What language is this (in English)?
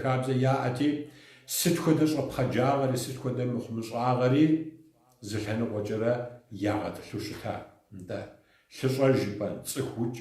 Kabardian